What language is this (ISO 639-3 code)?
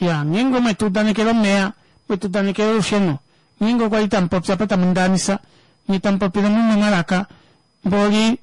kua